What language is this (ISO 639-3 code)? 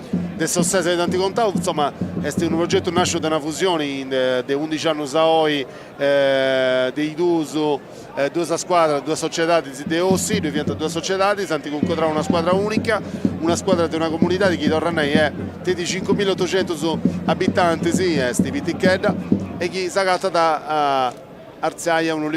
srd